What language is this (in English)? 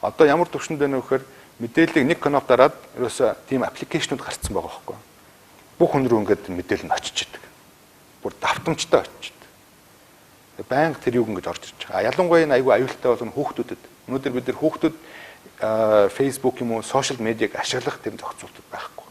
Mongolian